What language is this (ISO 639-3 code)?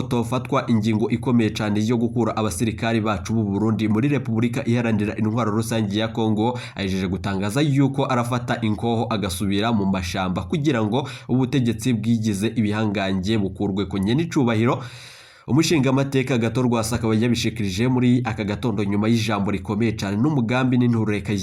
run